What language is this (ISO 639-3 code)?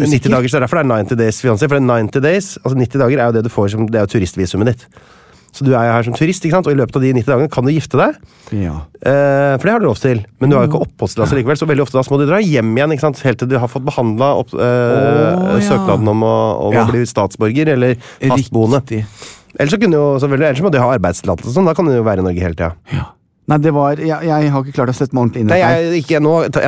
nor